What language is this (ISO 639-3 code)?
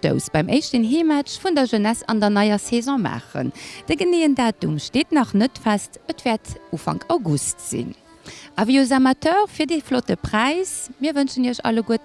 ltz